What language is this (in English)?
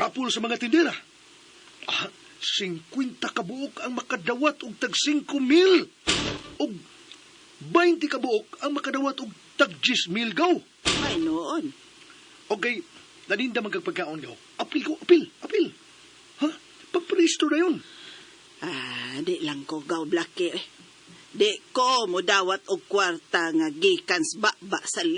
Cebuano